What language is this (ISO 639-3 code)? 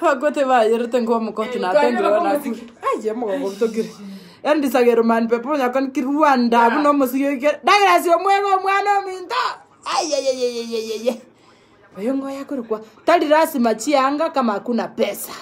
guz